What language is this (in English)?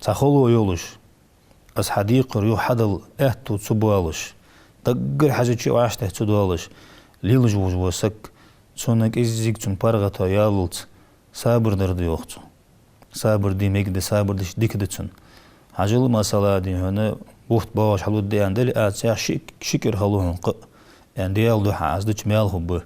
Ingush